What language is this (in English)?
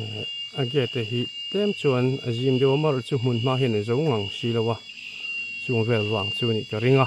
Mizo